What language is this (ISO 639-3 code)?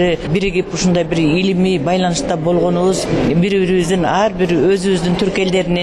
kir